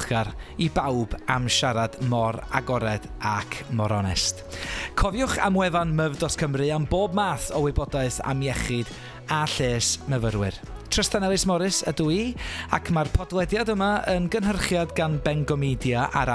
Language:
Welsh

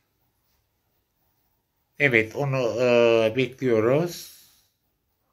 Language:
Turkish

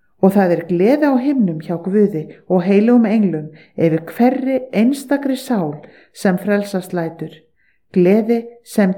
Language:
Icelandic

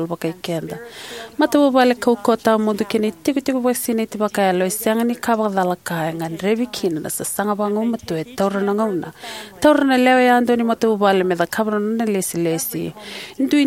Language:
Fijian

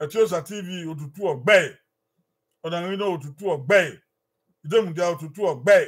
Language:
Bini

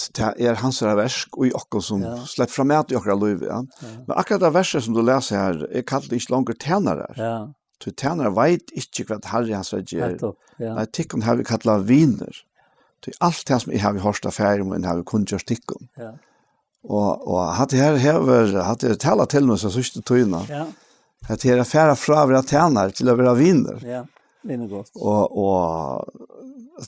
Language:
Faroese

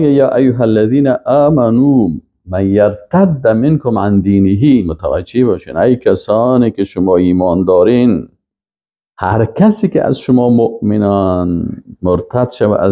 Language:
Persian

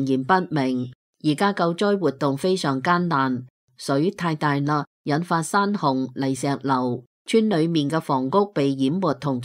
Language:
Cantonese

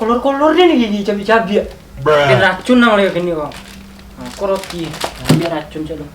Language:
Minangkabau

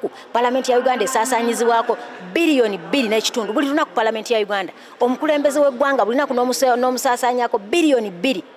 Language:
Ganda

